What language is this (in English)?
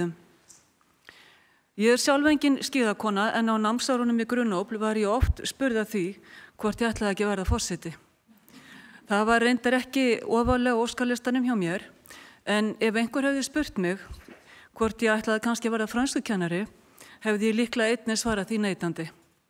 Icelandic